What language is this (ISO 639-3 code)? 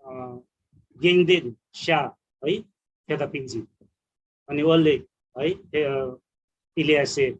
taj